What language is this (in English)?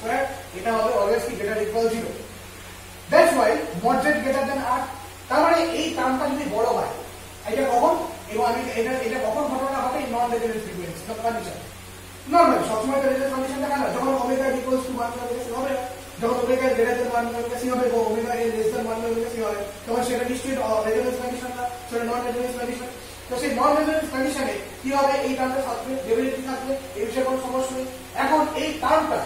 Bangla